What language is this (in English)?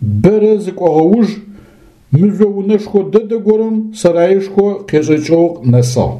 Adyghe